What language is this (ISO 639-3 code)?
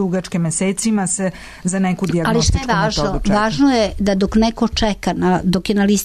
srp